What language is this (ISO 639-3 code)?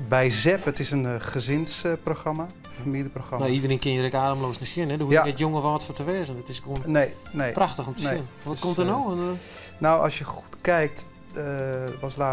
fry